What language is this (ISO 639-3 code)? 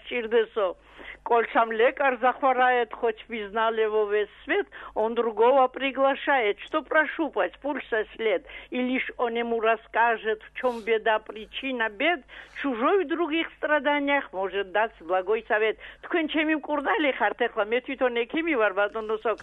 kat